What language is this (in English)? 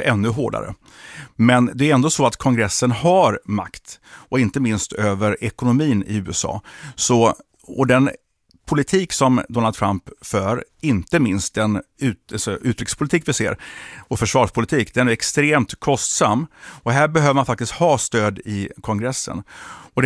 Swedish